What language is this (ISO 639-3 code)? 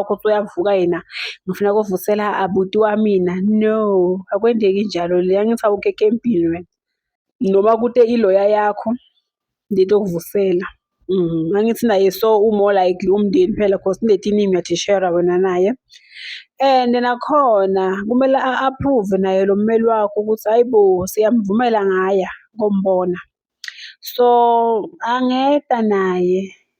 zul